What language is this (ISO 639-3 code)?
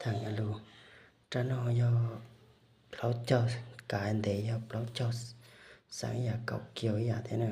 hmn